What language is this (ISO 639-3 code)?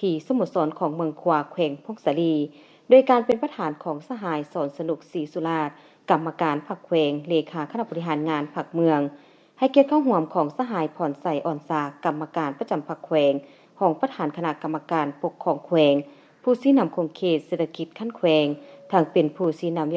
lao